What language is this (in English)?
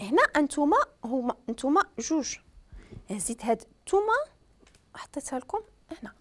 Moroccan Arabic